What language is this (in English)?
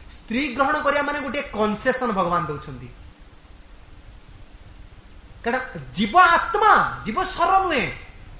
Odia